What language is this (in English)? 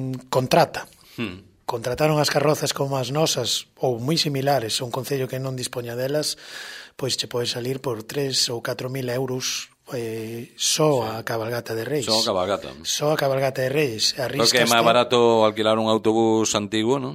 Galician